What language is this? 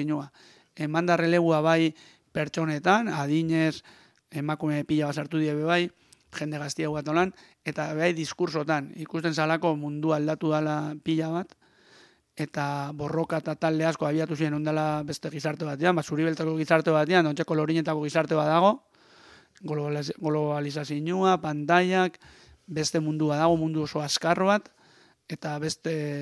Basque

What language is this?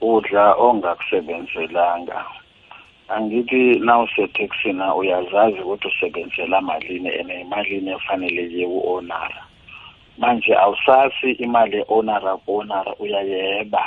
South Ndebele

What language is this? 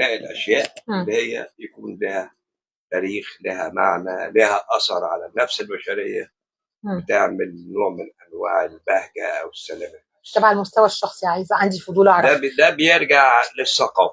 Egyptian Arabic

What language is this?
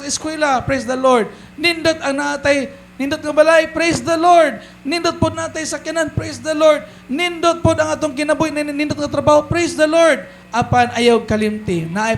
Cebuano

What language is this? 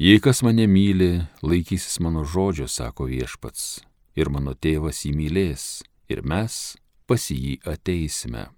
Lithuanian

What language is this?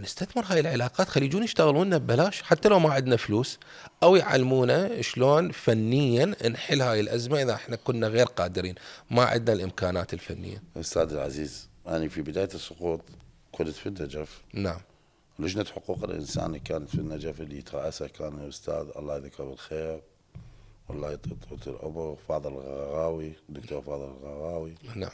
Mesopotamian Arabic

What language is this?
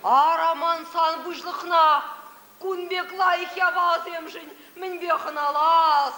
Chuvash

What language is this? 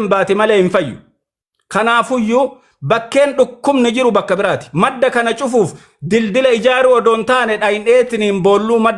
Oromo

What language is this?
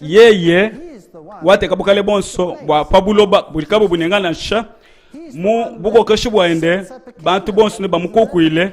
Luba-Lulua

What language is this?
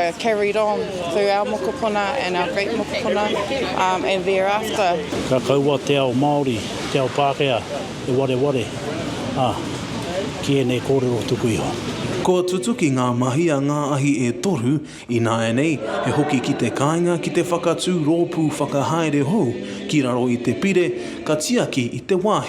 Māori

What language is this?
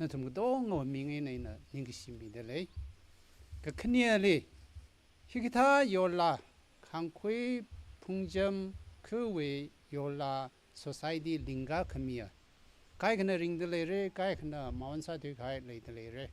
Tangkhul Naga (India)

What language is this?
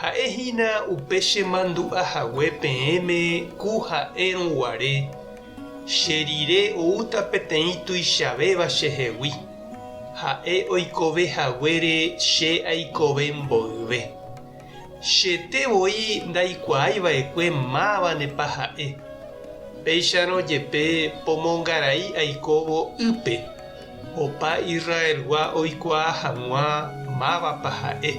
Guarani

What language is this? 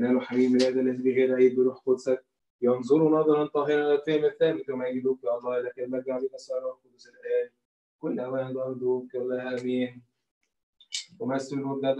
Arabic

